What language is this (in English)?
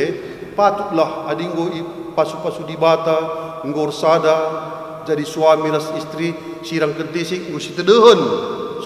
Batak Karo